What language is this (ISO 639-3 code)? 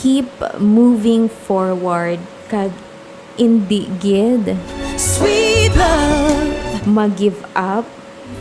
hil